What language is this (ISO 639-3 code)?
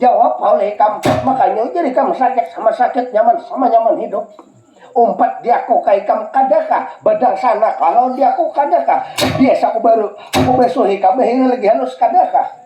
bjn